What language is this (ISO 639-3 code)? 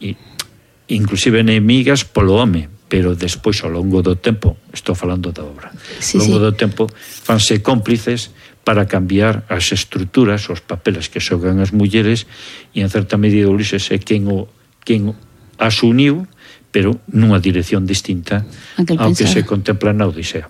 glg